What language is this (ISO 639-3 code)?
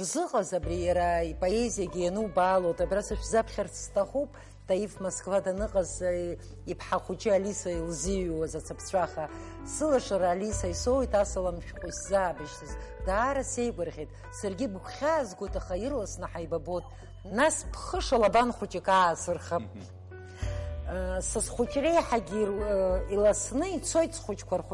abk